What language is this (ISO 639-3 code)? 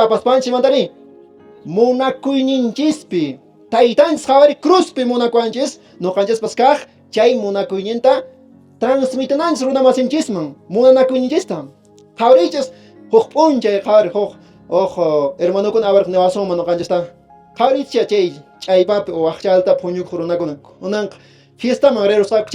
que